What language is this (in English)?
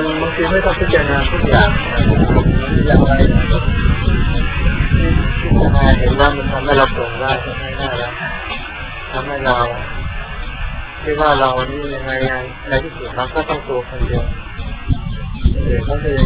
Thai